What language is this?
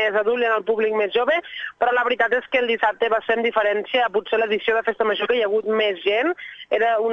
Catalan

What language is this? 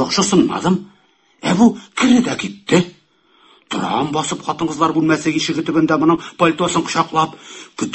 Tatar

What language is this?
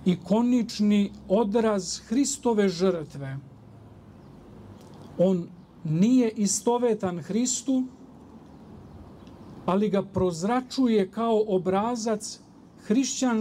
Serbian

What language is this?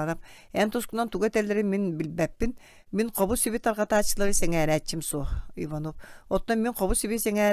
Yakut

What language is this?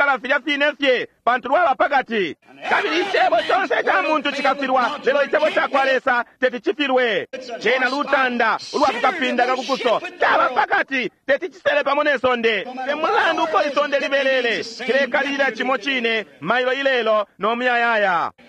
Bemba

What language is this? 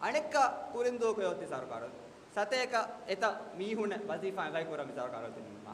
Divehi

